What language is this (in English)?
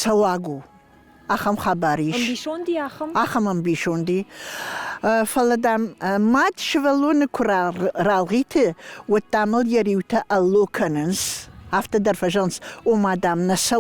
Ossetic